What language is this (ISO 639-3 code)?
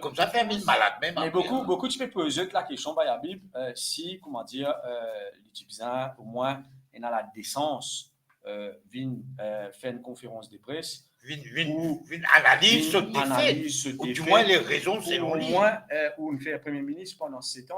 mfe